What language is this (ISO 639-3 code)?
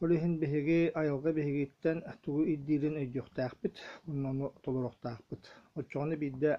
sah